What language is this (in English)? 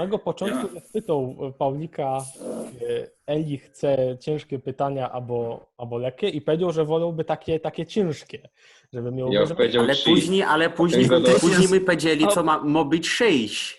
Silesian